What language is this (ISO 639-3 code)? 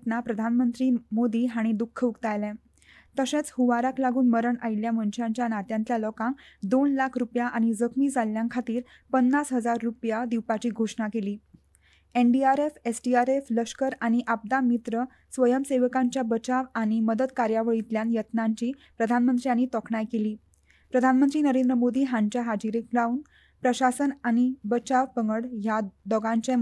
kok